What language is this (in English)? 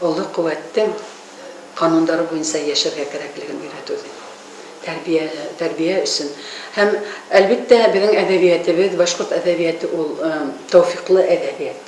Bashkir